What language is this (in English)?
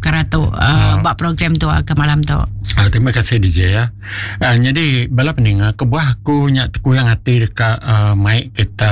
Iban